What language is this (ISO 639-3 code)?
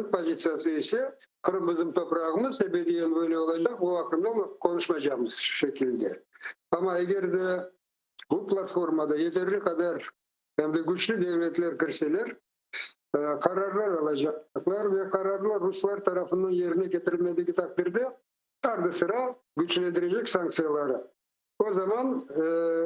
crh